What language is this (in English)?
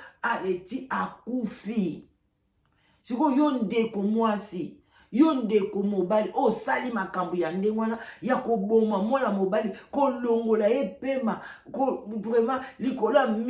Lingala